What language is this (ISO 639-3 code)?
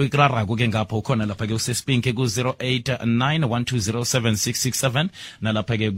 nbl